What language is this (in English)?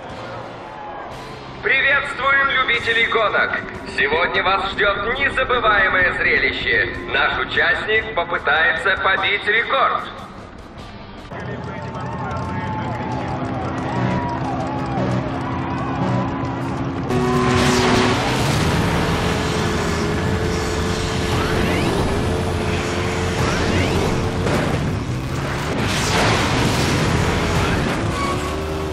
Russian